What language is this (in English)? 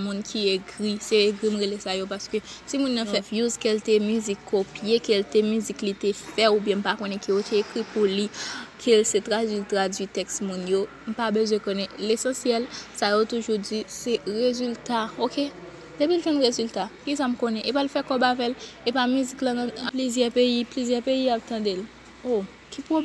Haitian Creole